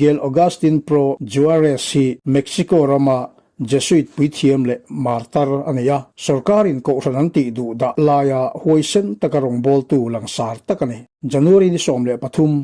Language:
Mizo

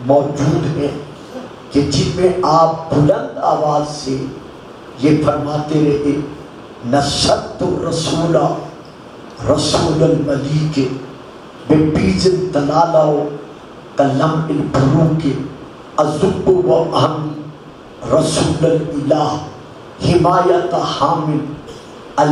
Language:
Urdu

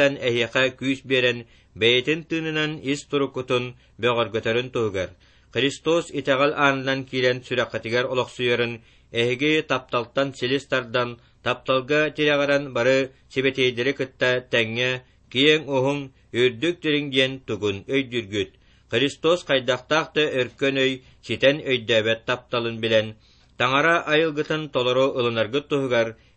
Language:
Yakut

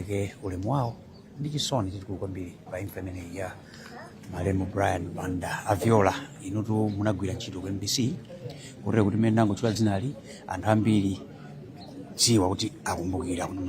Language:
Nyanja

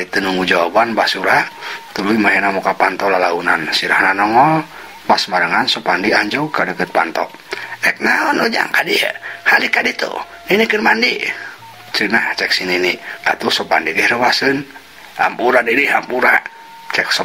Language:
Sundanese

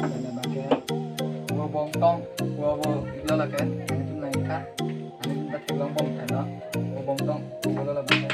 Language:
Karbi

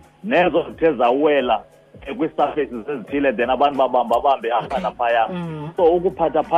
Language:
Xhosa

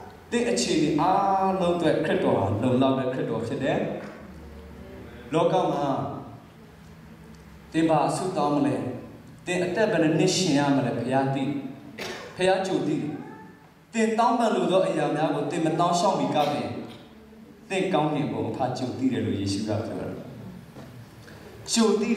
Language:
Burmese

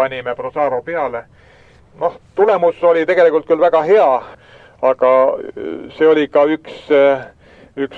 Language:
Estonian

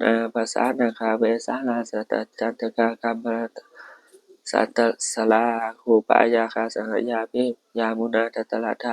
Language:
Pali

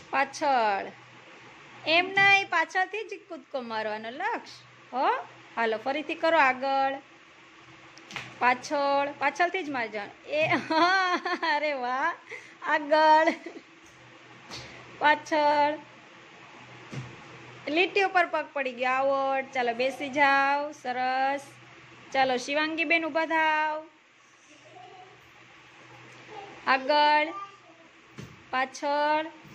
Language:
Gujarati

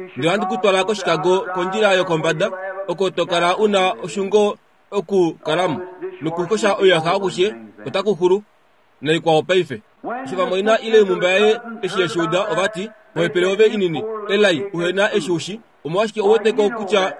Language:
Kuanyama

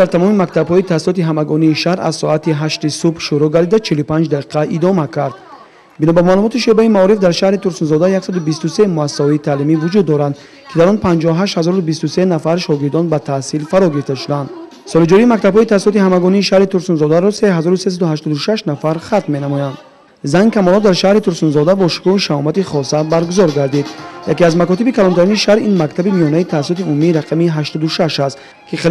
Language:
Tajik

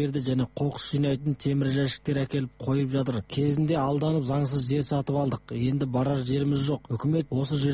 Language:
Kazakh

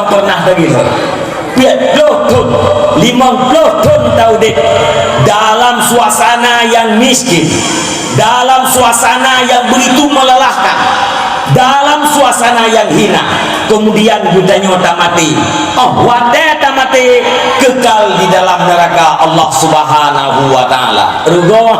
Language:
Achinese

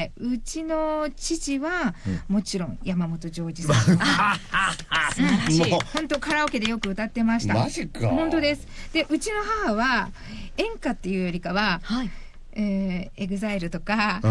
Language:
Japanese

